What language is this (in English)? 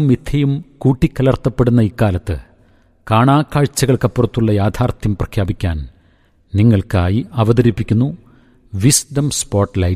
Malayalam